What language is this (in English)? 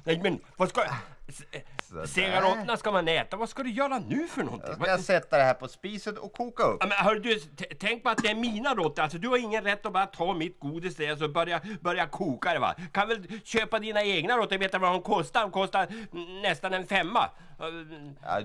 Swedish